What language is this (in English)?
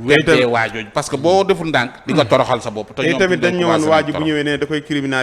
Wolof